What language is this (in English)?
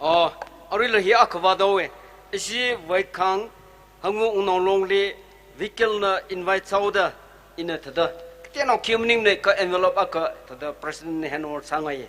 Tangkhul Naga (India)